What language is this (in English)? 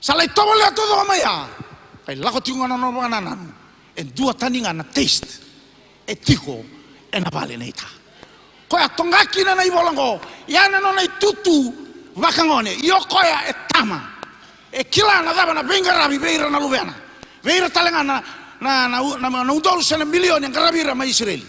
Fijian